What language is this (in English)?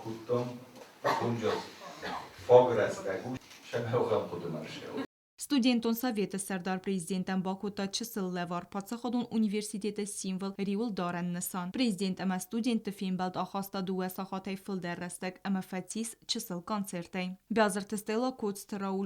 Ossetic